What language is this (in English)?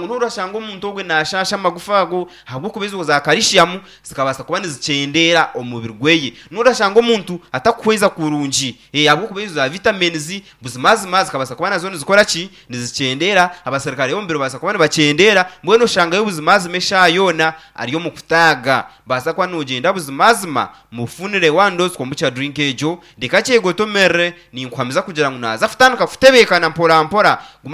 Nyankole